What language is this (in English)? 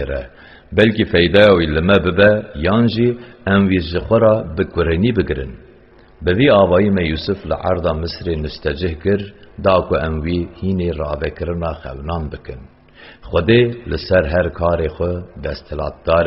Kurdish